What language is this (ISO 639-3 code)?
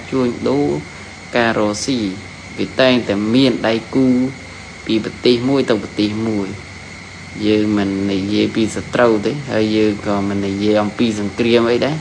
khm